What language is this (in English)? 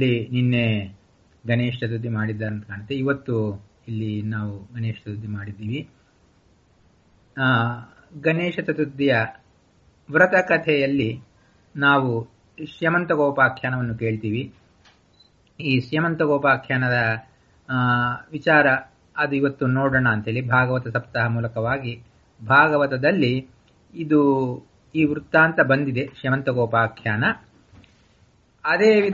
Kannada